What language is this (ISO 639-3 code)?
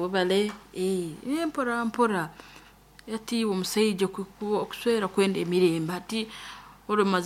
nyn